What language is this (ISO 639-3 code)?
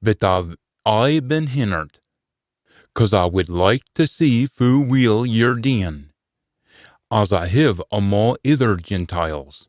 sco